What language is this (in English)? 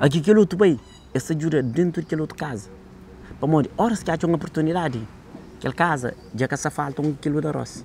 Kabuverdianu